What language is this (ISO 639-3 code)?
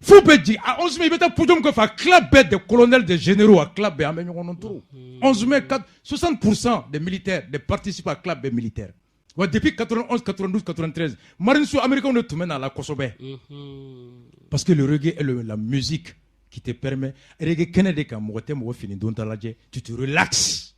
bam